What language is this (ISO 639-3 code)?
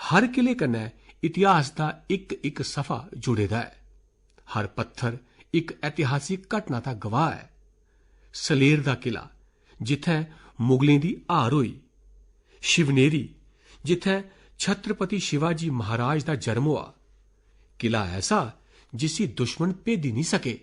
doi